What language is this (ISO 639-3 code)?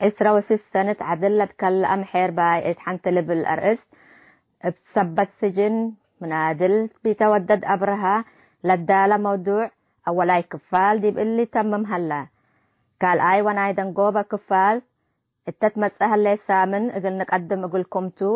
tig